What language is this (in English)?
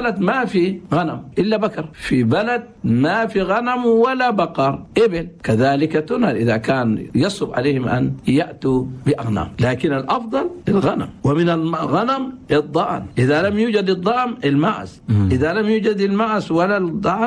Chadian Arabic